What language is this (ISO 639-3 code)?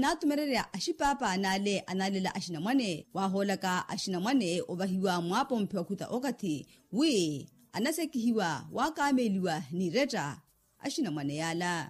vmw